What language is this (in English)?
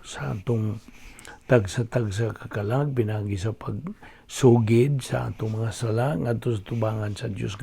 Cebuano